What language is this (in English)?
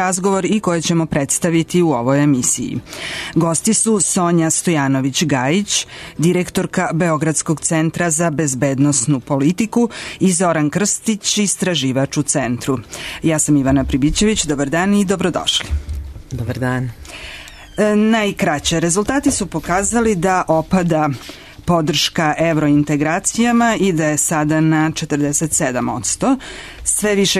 Serbian